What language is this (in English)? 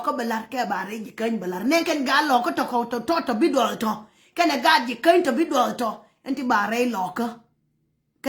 Nuer